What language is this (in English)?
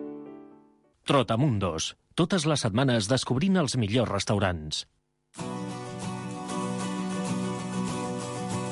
Catalan